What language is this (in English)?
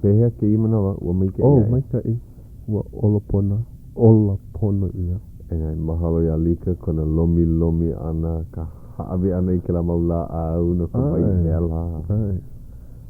Hawaiian